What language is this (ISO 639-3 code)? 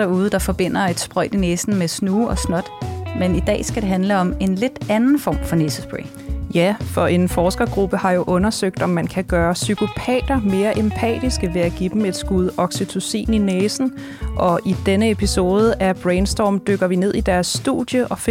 dan